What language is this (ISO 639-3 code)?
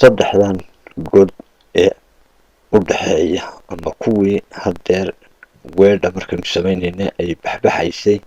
som